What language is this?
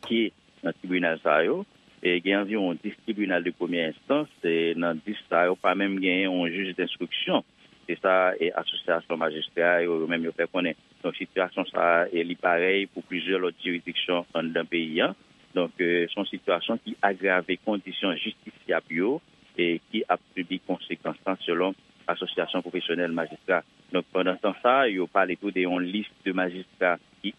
Haitian Creole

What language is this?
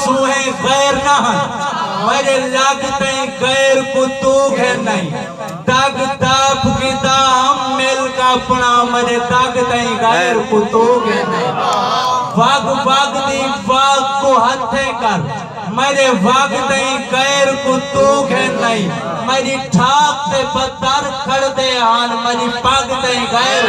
Saraiki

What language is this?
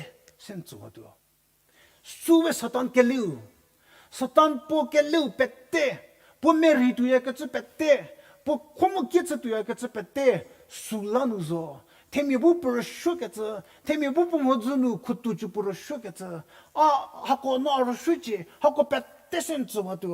Angami Naga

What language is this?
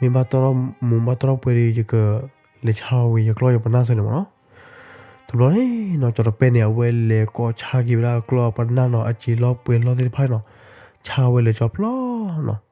S'gaw Karen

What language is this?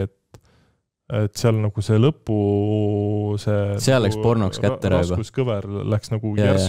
Estonian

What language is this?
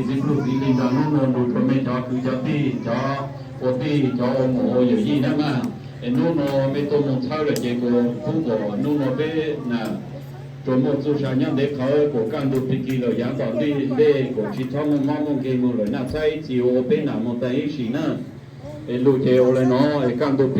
Hmong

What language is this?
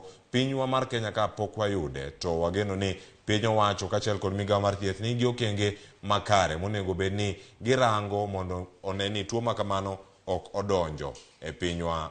Luo (Kenya and Tanzania)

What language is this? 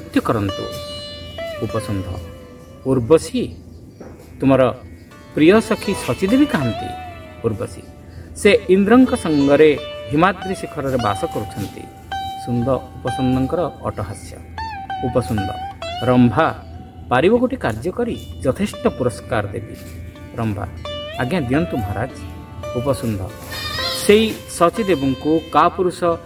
Odia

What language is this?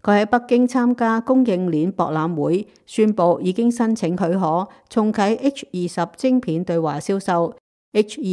Cantonese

